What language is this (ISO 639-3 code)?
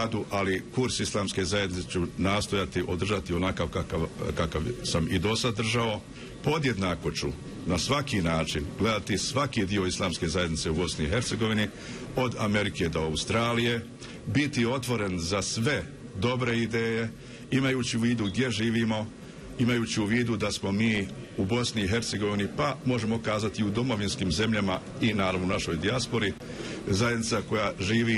bos